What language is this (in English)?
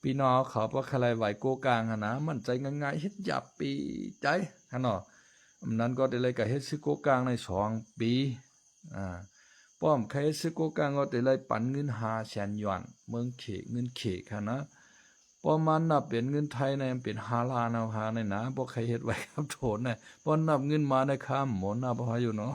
Shan